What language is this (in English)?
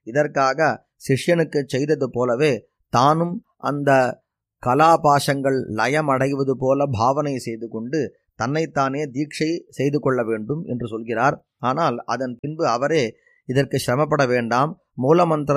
Tamil